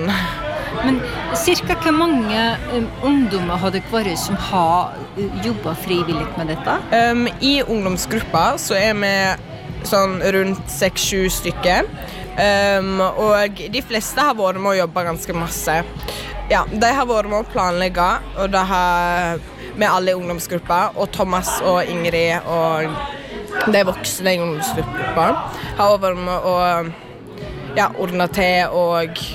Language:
Norwegian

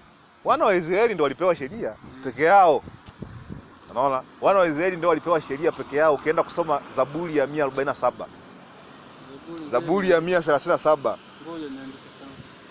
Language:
Swahili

